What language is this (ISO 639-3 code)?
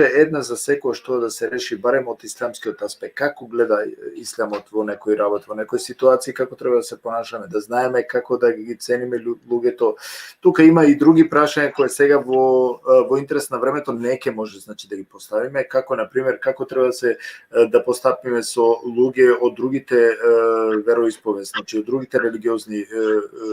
rmn